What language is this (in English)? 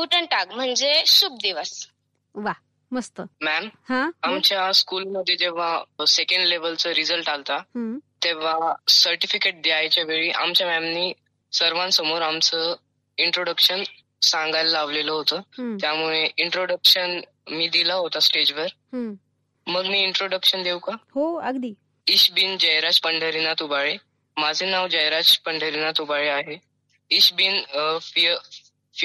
Marathi